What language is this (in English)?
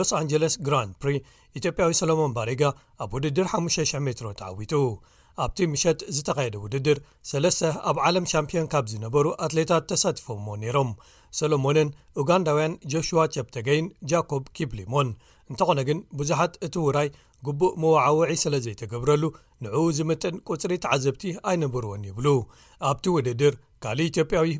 Tigrinya